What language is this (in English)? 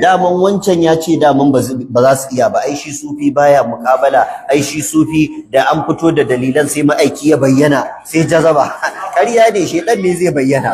Hausa